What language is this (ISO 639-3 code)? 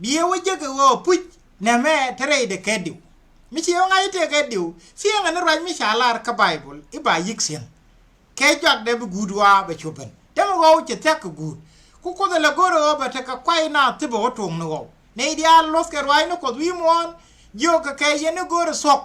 nus